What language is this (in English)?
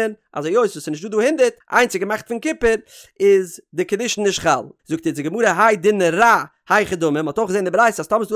Yiddish